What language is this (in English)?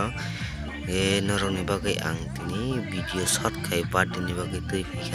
Kok Borok